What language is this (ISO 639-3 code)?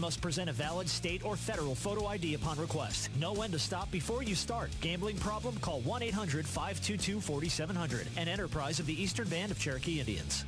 eng